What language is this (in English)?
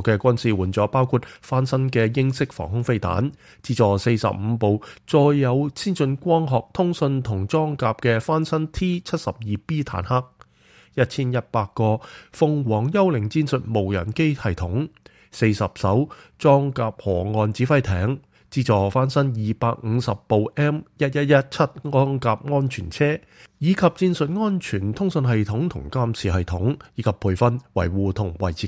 Cantonese